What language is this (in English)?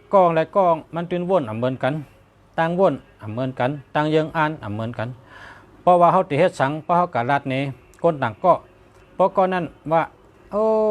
Shan